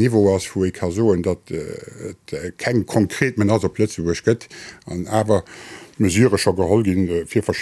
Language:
Luxembourgish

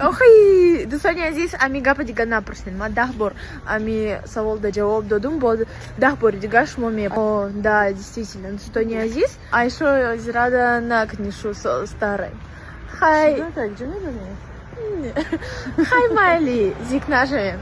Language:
Tajik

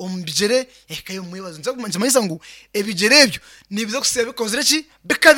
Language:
Nyankole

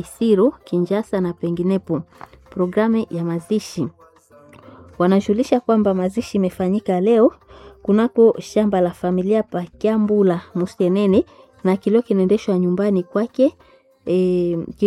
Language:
Swahili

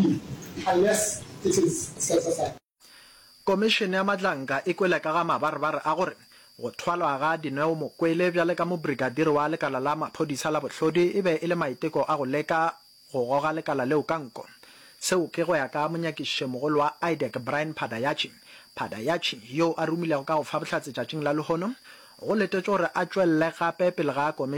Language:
Northern Sotho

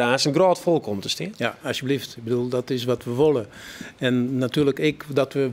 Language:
Western Frisian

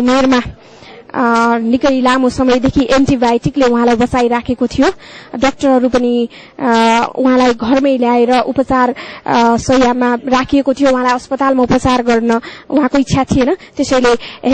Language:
Nepali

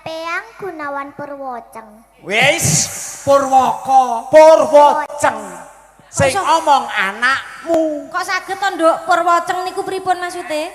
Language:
Javanese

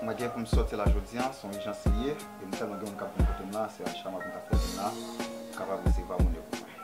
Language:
Haitian Creole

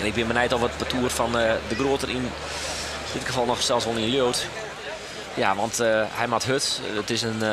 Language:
Western Frisian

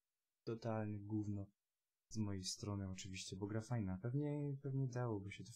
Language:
Polish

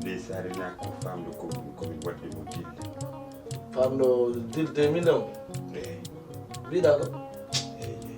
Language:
Fula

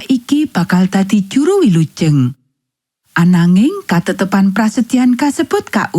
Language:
Javanese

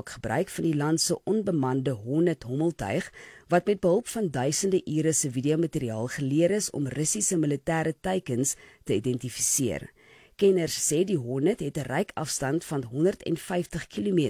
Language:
Afrikaans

